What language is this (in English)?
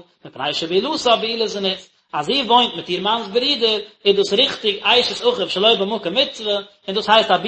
Yiddish